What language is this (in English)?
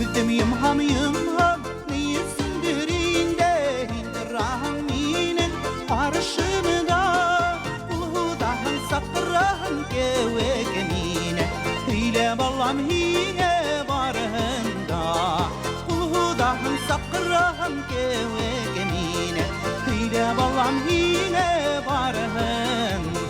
Bashkir